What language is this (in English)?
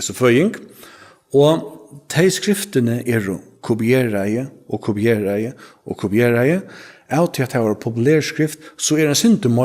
Faroese